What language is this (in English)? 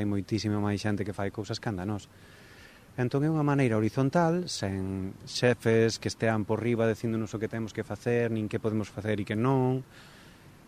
Galician